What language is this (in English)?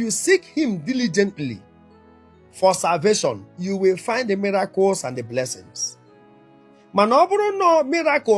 Igbo